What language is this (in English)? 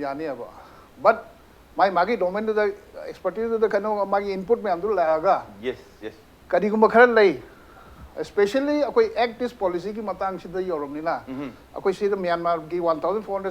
Manipuri